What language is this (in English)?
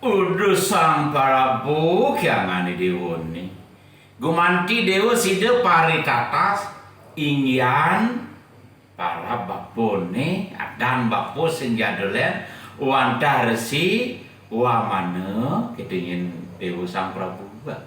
Balinese